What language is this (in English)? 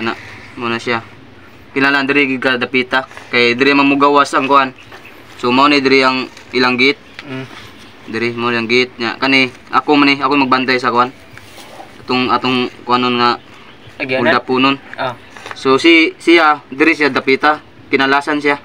Cebuano